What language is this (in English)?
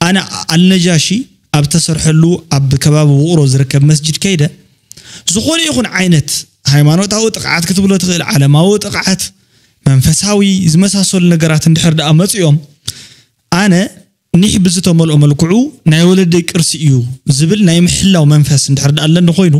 Tigrinya